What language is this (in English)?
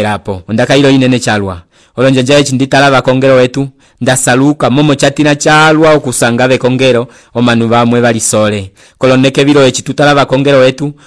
Umbundu